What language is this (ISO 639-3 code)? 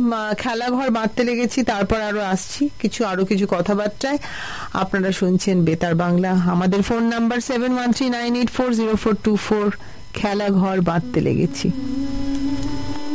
ben